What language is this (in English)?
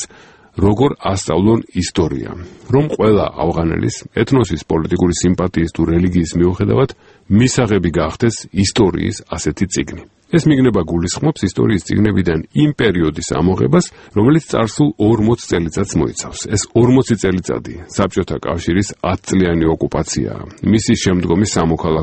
Georgian